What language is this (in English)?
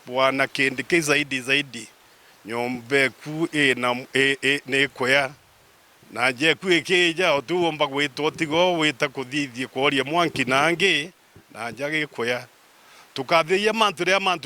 Meru